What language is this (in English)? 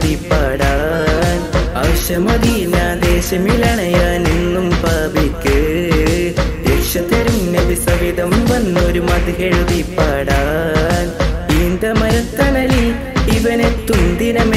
Malayalam